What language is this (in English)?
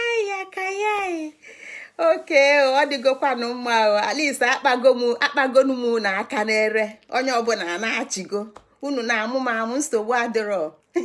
Igbo